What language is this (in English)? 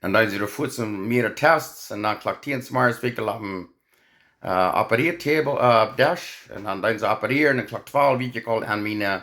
Plautdietsch